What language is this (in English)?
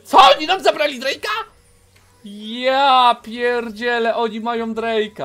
Polish